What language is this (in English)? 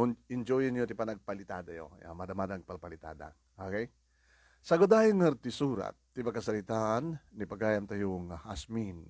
Iloko